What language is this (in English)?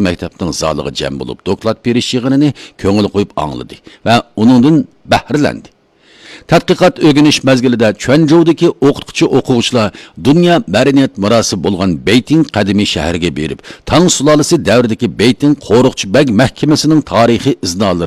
Uyghur